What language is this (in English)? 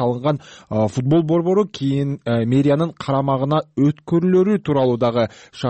Kyrgyz